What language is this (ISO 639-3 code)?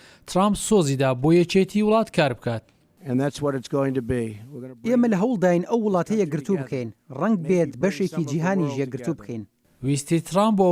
ckb